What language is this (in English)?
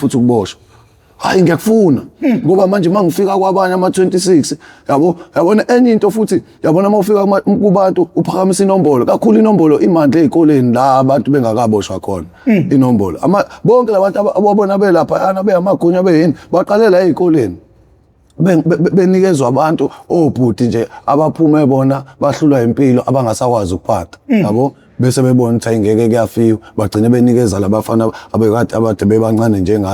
Zulu